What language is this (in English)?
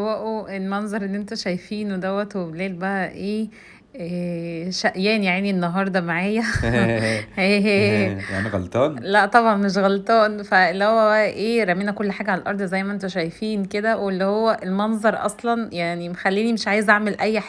Egyptian Arabic